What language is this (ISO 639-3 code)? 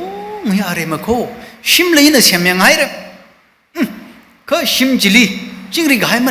nmf